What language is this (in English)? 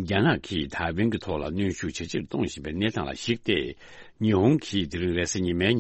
Tibetan